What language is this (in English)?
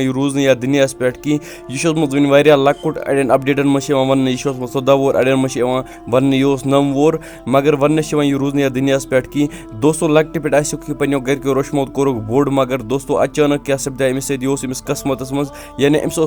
Kashmiri